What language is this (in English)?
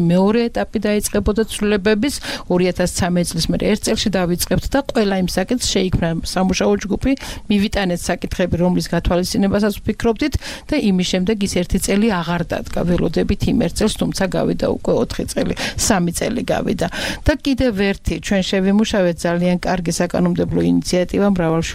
Georgian